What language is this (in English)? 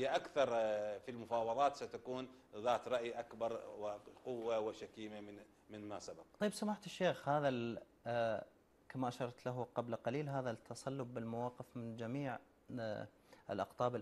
Arabic